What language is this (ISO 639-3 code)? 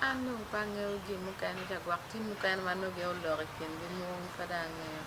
ach